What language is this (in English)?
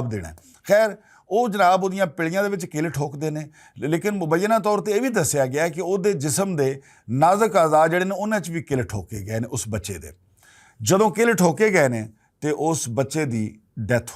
Western Panjabi